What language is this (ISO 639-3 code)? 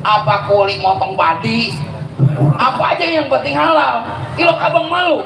bew